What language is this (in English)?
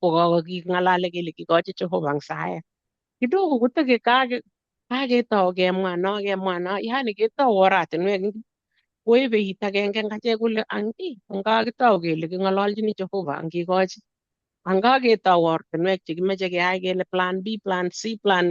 Kalenjin